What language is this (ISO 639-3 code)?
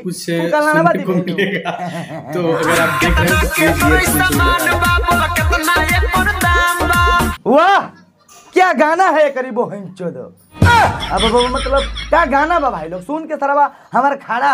bho